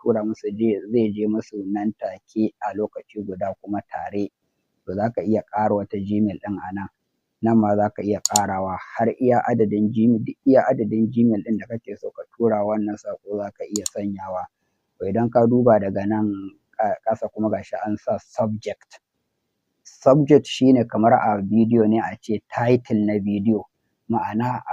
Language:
Hausa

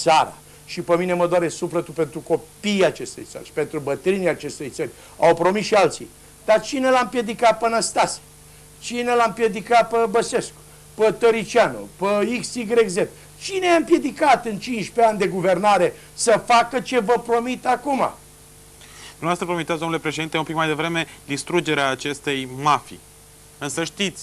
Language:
Romanian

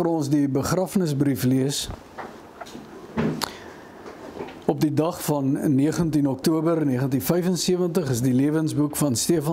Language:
Afrikaans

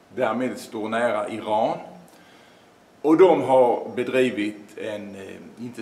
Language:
Swedish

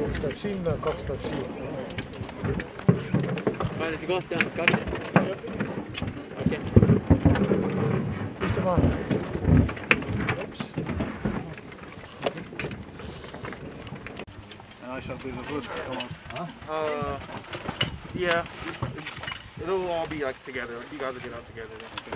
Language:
Estonian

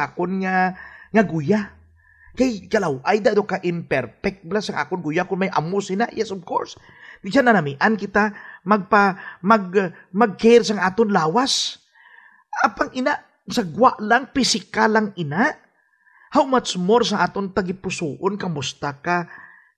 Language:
Hiligaynon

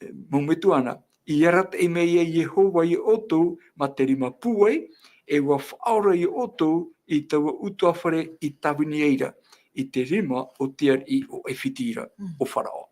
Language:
Tahitian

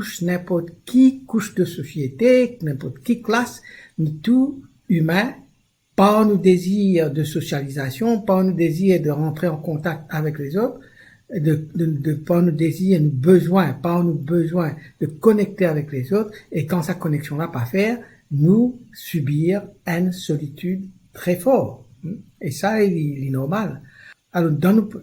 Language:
Morisyen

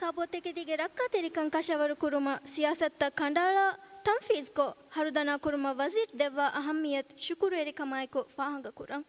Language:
Divehi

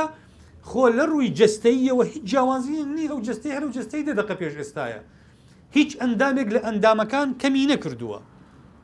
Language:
Central Kurdish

